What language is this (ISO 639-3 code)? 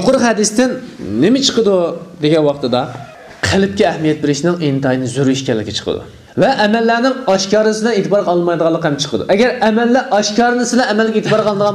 uig